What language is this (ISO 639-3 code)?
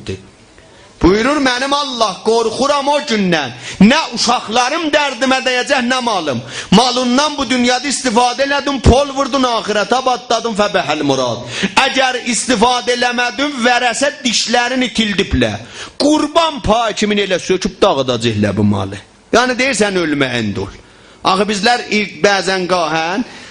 azb